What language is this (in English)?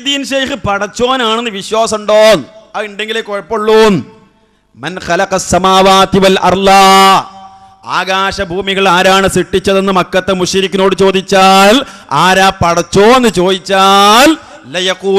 Malayalam